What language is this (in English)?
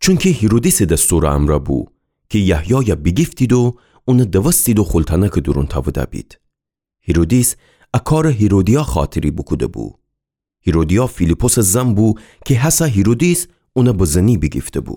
Gilaki